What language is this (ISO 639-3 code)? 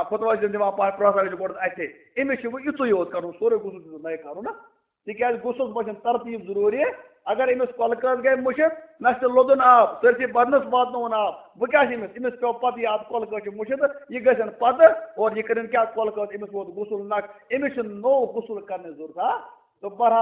kas